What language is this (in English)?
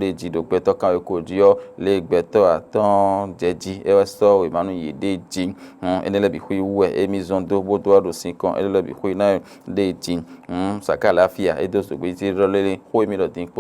Fon